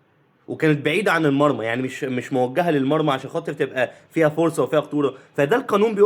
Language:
Egyptian Arabic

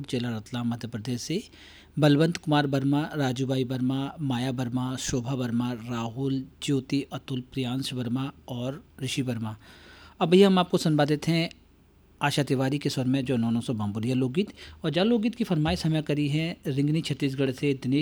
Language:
Hindi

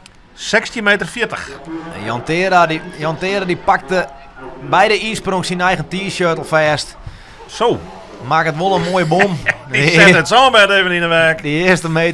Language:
Western Frisian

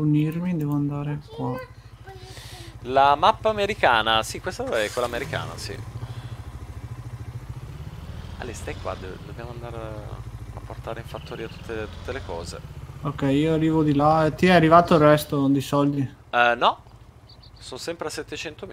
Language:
Italian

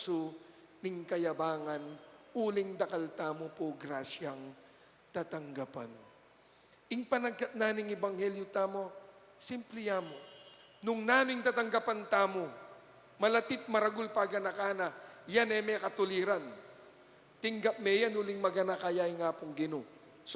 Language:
Pampanga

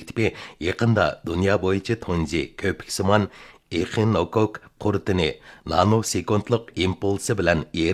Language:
Uyghur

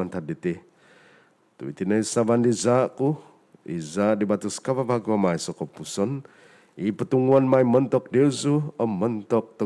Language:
Central Dusun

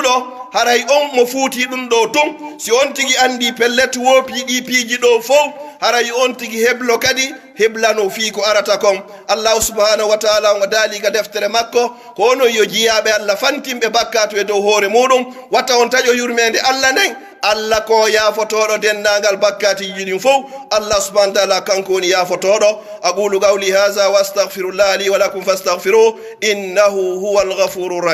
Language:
Pular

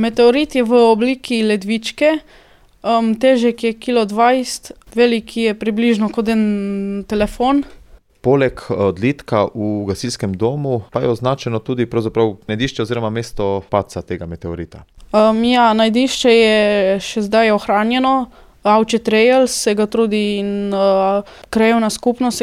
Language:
Slovenian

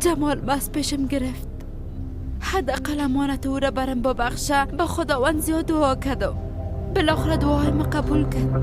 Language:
Persian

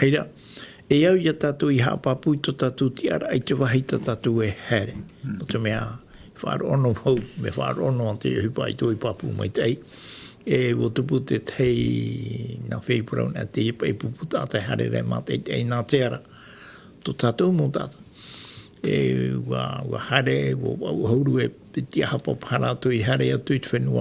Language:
Tahitian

